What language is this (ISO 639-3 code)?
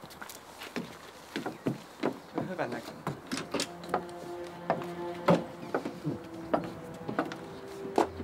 fin